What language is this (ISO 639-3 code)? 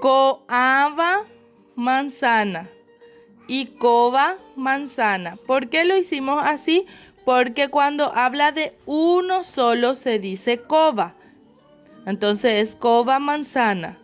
grn